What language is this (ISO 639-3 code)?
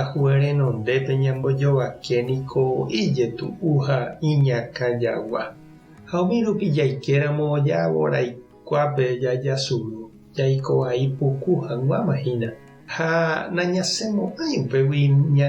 grn